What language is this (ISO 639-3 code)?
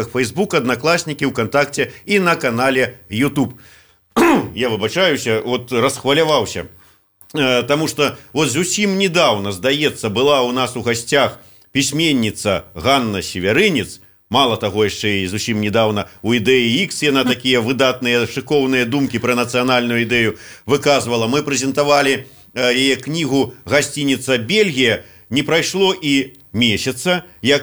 bel